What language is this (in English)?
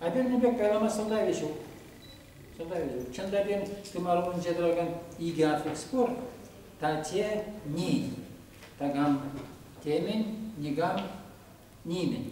Chuvash